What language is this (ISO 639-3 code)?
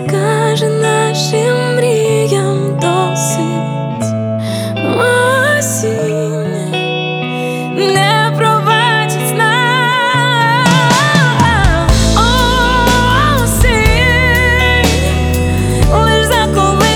ukr